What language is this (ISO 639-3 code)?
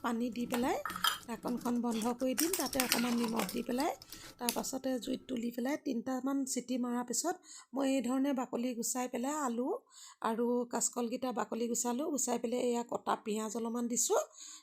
asm